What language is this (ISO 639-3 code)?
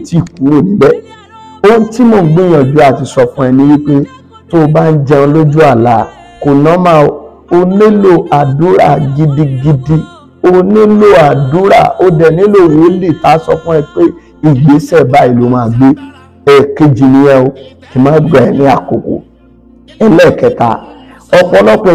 yor